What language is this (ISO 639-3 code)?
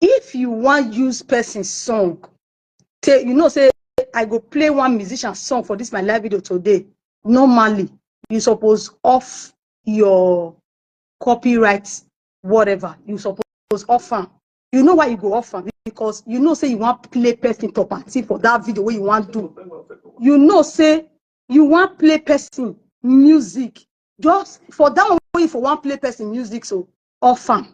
pcm